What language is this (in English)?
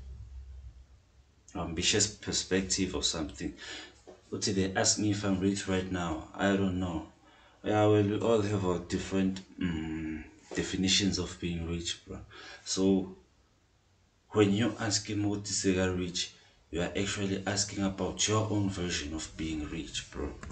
English